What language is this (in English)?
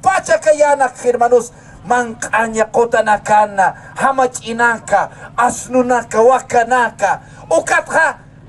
Aymara